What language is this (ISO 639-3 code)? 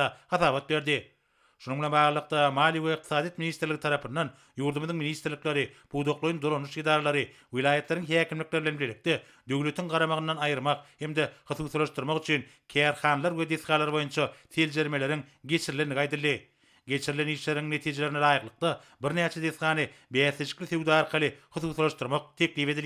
tuk